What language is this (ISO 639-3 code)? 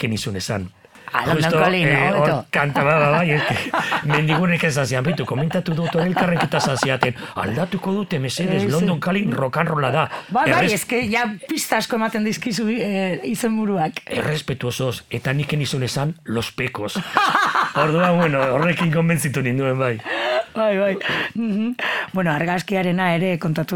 eus